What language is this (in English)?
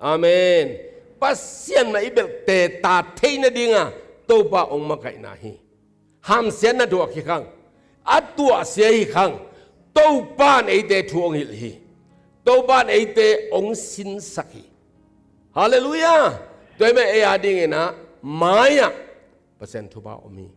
Tedim Chin